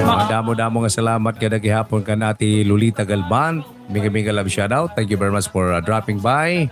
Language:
Waray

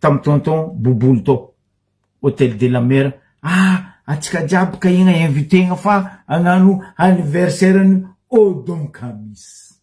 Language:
Malagasy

